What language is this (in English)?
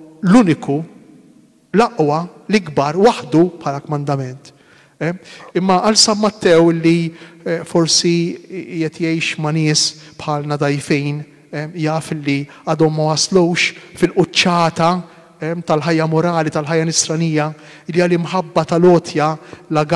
Maltese